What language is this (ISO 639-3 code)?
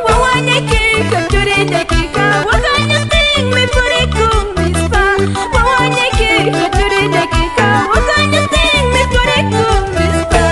que